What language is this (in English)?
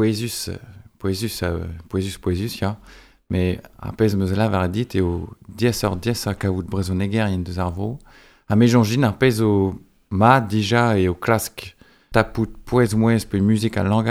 Breton